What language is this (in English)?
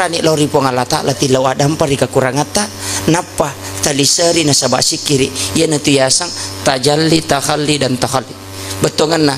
Buginese